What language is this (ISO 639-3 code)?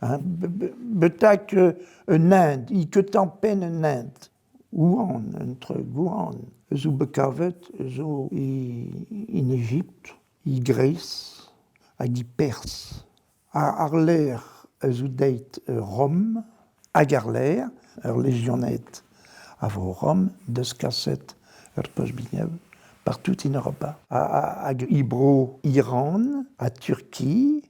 bre